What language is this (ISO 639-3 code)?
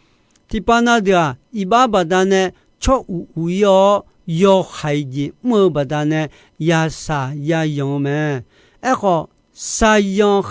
ahk